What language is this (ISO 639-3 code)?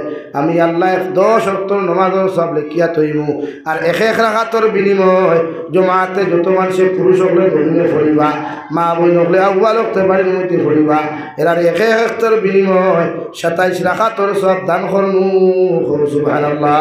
syl